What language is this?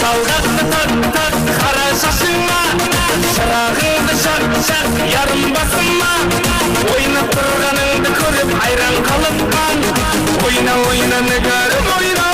Kara-Kalpak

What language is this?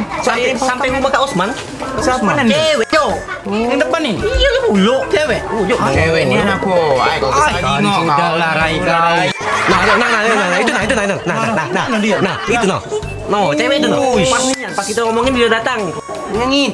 Musi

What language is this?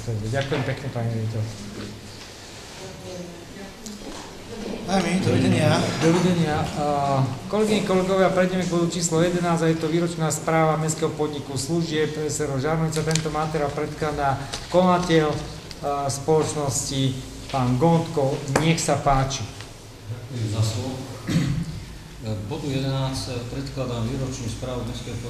Slovak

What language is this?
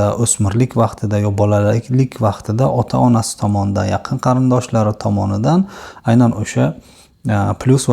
Uzbek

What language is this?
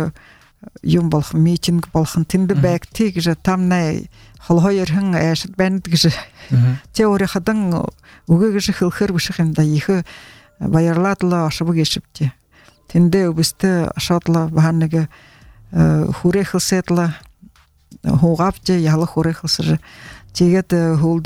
Buriat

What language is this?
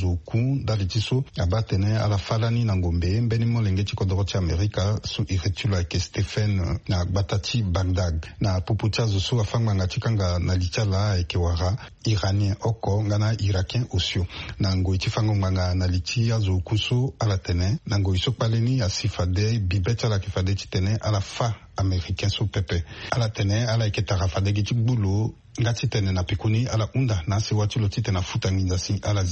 Sango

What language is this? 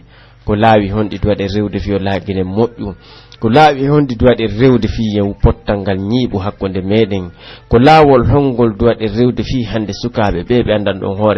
Pular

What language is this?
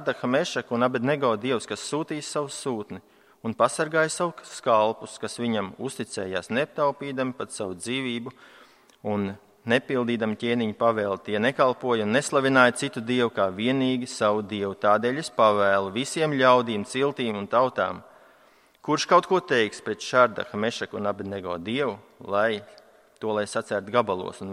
Latvian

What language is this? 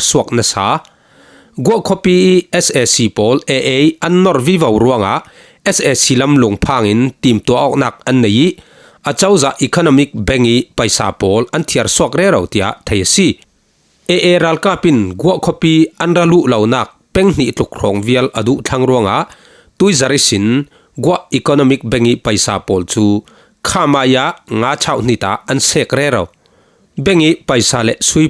Falam Chin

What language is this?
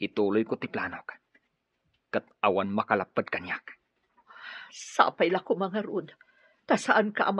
Iloko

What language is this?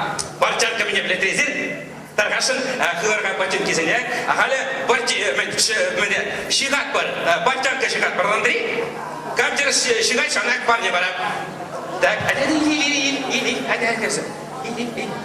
Chuvash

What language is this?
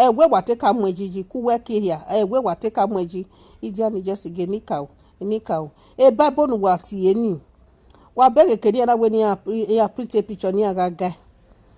Nigerian Pidgin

